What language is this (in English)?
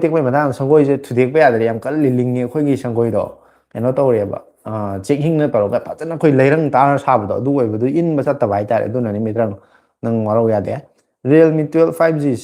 Manipuri